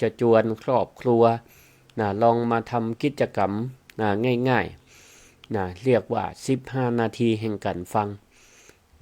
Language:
Northern Thai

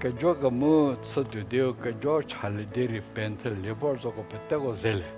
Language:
Angami Naga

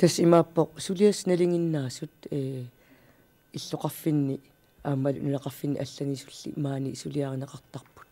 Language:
Kalaallisut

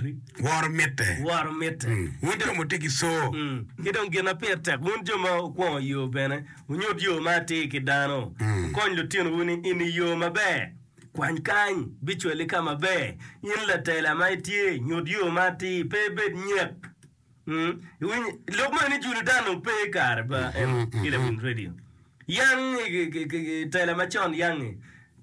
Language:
Acoli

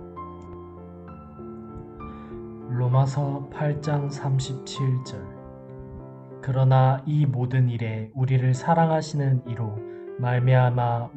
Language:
Korean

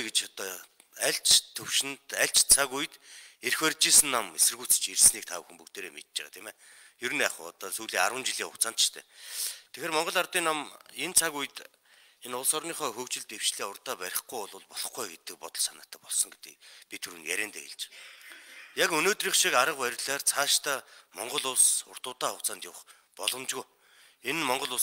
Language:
Mongolian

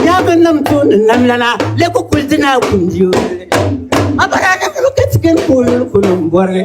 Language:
Dagbani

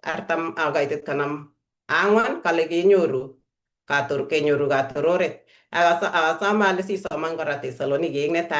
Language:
Kalenjin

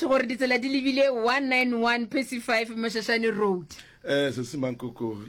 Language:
Northern Sotho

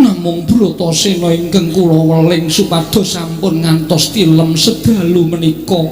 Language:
Javanese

